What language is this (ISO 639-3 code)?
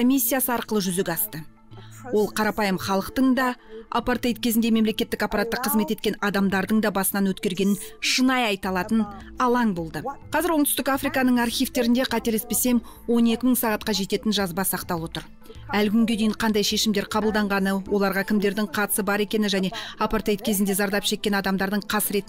kaz